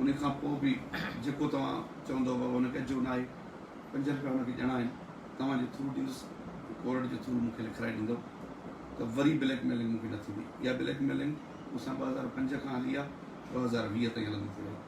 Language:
Sindhi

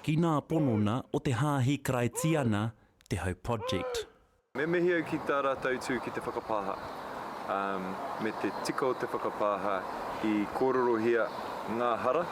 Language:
Māori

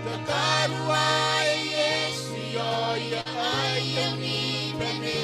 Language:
Gilbertese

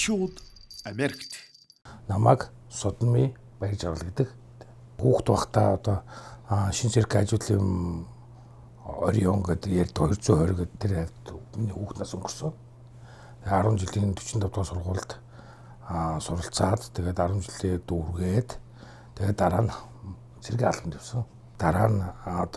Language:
Mongolian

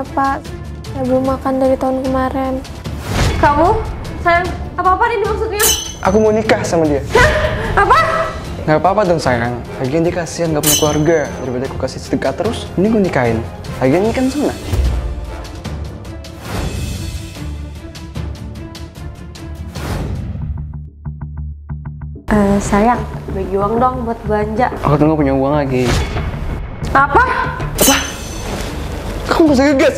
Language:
Indonesian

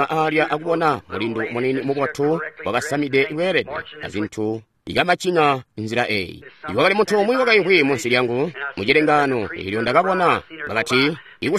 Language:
Tonga (Zambia)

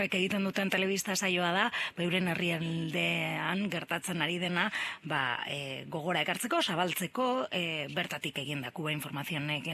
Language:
Basque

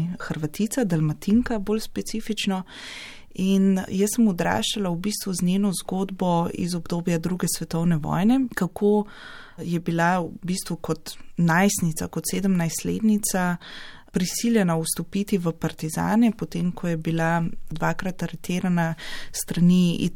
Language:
Slovenian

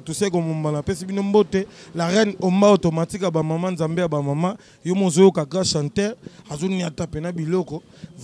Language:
Lingala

